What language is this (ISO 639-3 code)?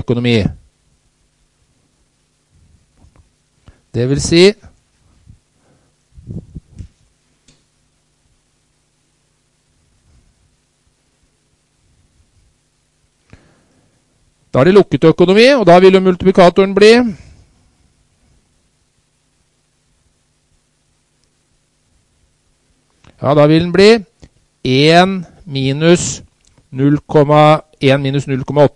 nor